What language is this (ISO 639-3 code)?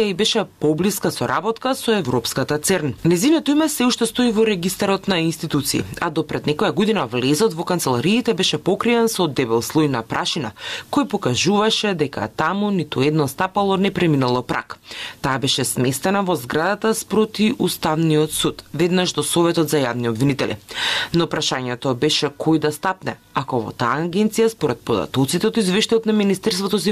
mkd